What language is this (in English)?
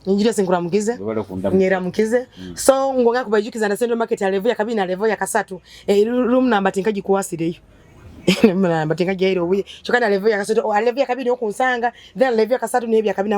Nyoro